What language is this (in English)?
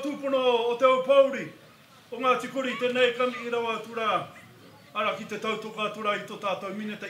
Māori